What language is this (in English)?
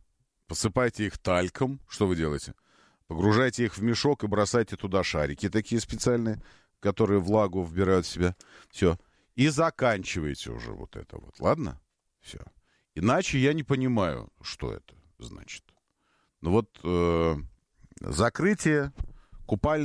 Russian